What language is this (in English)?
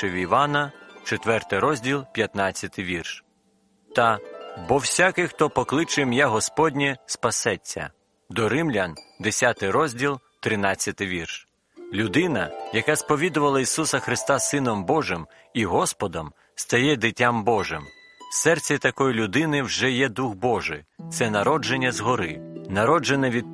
Ukrainian